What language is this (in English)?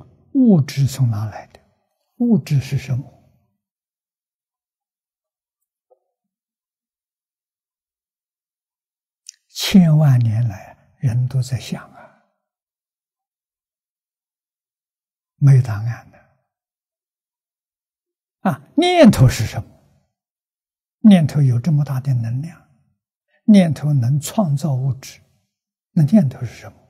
Chinese